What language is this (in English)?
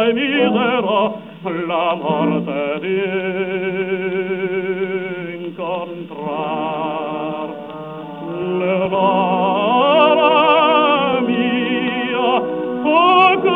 Italian